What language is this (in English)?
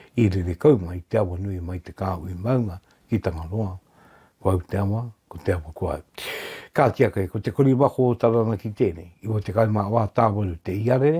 Māori